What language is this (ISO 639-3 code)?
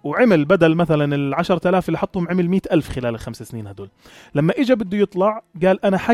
apc